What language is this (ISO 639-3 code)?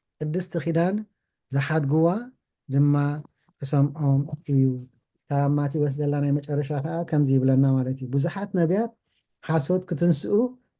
tir